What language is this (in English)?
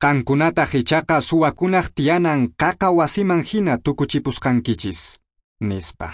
Quechua